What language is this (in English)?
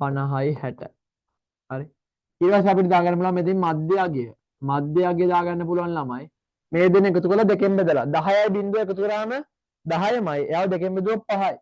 Sinhala